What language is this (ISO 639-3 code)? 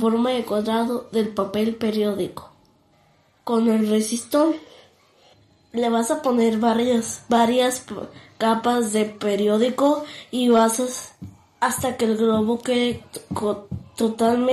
spa